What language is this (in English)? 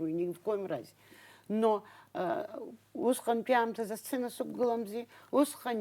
Abkhazian